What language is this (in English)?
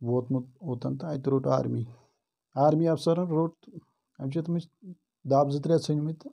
Kashmiri